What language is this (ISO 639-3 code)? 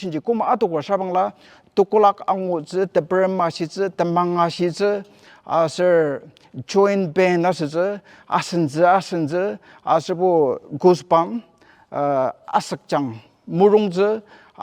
njo